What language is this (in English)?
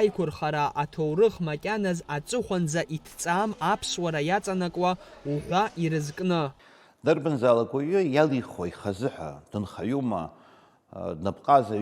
Abkhazian